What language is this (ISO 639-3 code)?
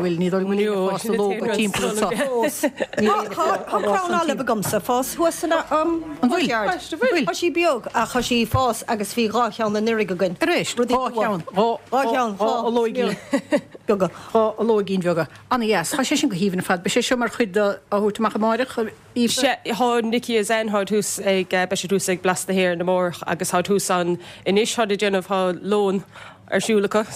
gle